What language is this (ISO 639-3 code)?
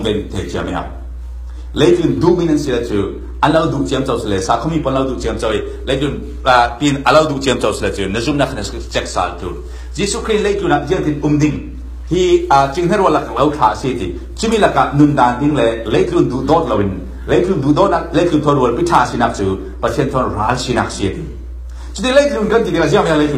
cfm